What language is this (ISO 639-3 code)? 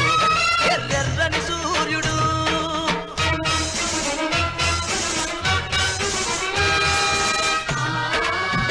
tel